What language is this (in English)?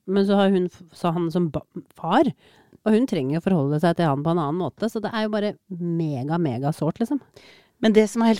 Norwegian